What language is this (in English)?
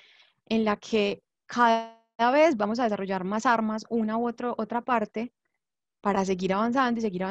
Spanish